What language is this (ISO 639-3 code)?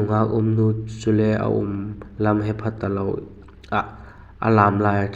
vap